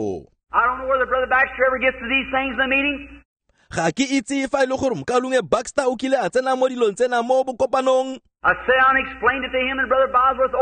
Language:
Tswana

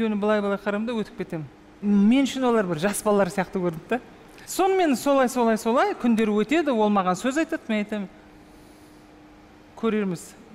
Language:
Kazakh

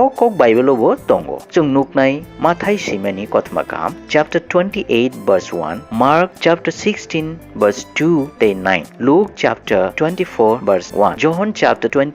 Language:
Kok Borok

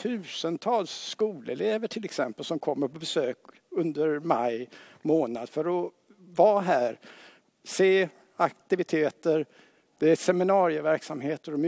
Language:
Swedish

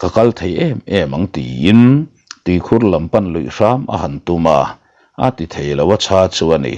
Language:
Mizo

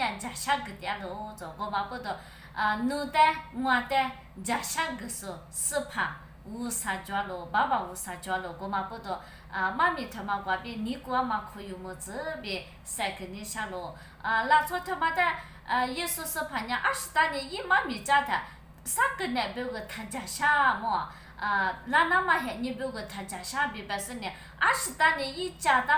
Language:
Lisu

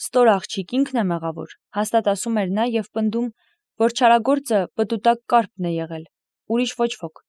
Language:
Armenian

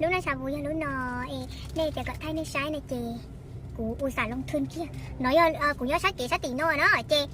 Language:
Hmong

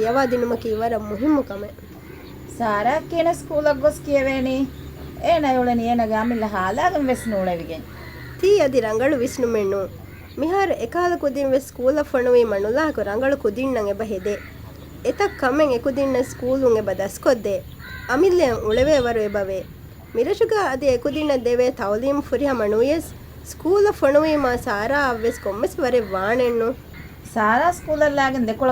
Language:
Divehi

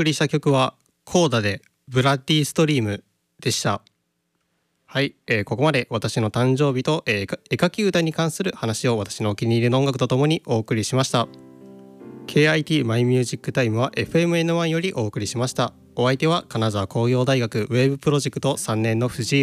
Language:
Japanese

